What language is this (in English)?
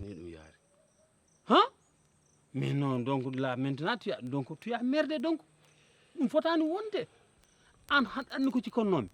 Fula